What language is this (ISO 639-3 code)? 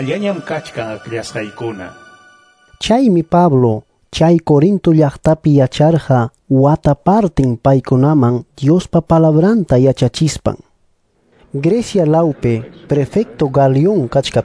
que